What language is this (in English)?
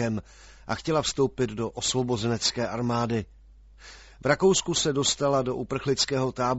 Czech